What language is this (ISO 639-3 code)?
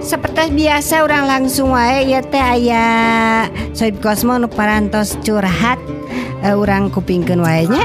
sun